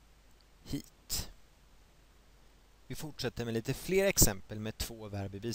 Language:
Swedish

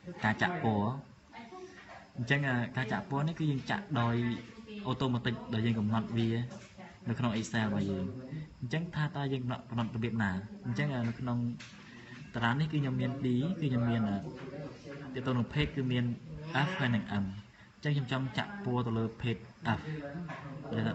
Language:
Khmer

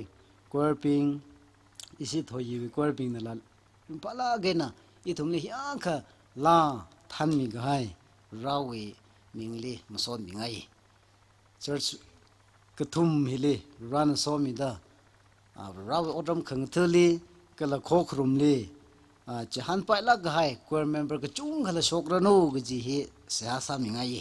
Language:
Tangkhul Naga (India)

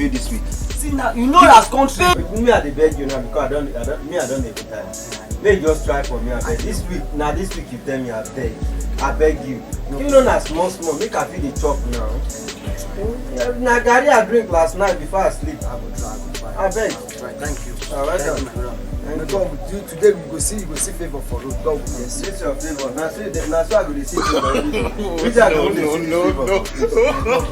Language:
Nigerian Pidgin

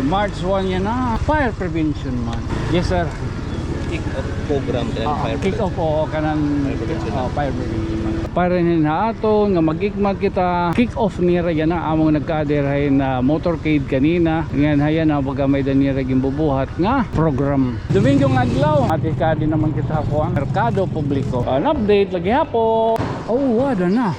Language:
Waray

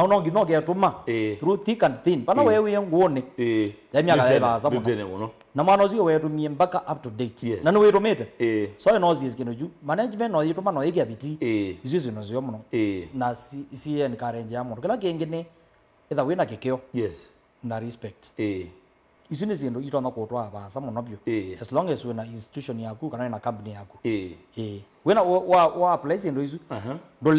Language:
Kamba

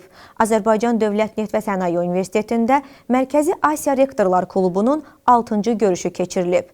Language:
Azerbaijani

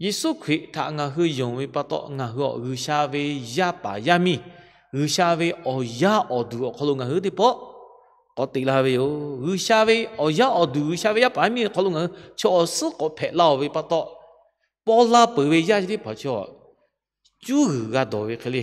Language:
Lahu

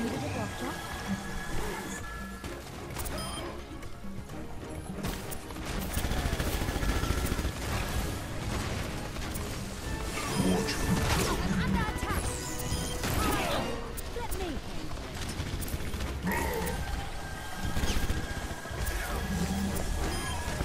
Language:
English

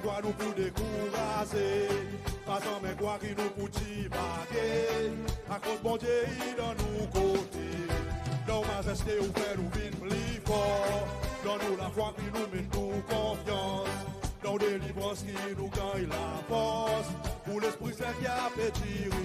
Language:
Seselwa Creole French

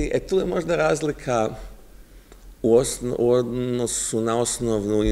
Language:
Serbian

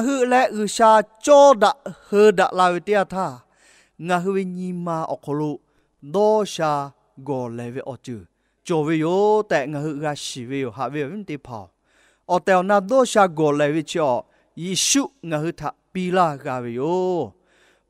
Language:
Lahu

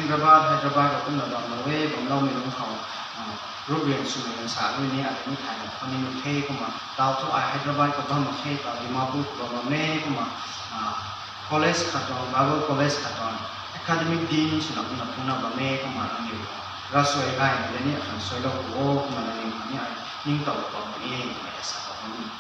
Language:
Rongmei Naga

